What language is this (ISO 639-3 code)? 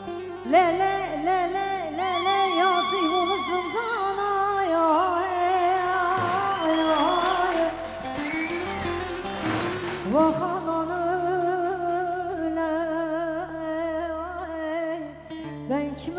tur